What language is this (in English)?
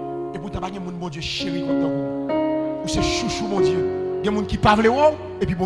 Haitian Creole